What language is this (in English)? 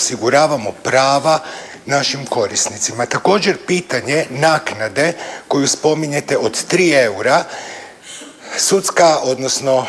Croatian